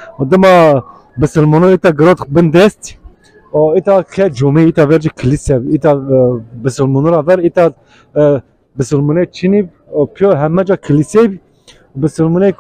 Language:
Zaza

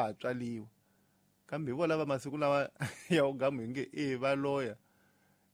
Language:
Tsonga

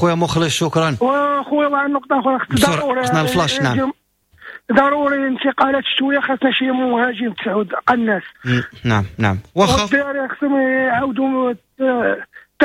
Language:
Moroccan Arabic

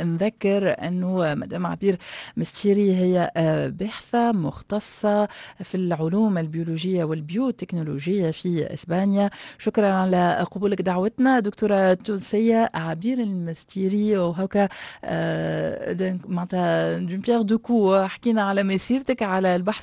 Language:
Tunisian Arabic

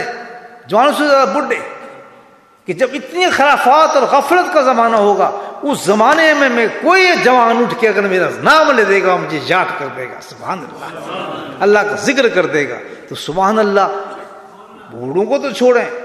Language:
Urdu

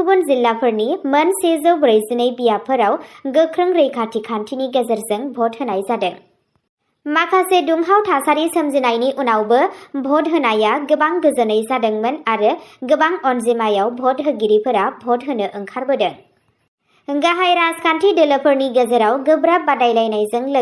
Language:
Bodo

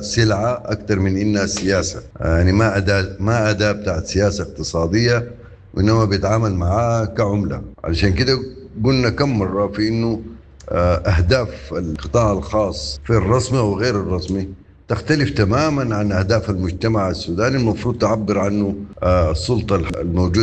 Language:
Sudanese Arabic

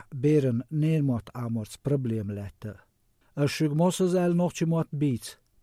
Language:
Chechen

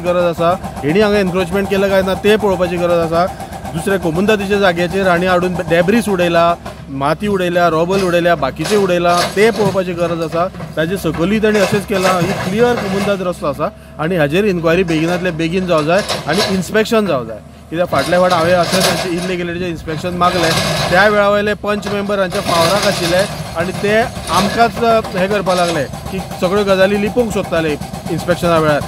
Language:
Konkani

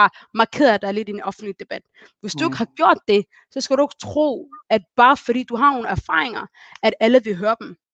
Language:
Danish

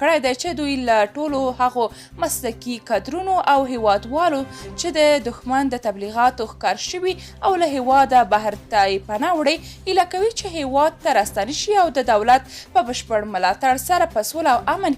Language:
Pashto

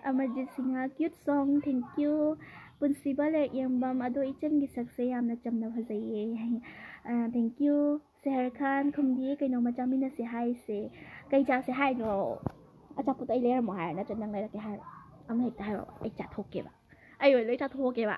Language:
Manipuri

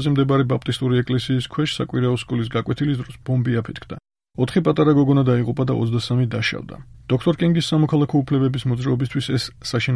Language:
Georgian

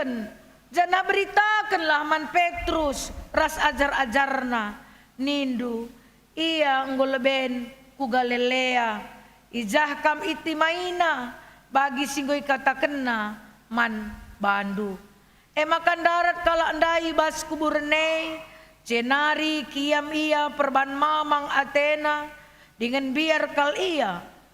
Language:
Batak Karo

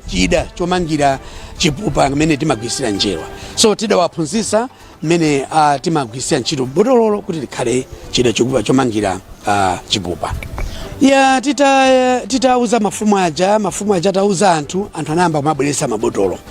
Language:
Nyanja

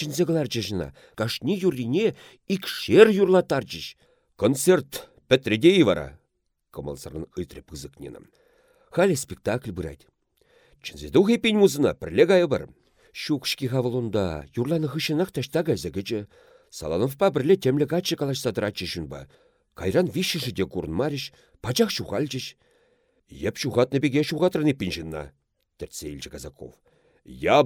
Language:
Chuvash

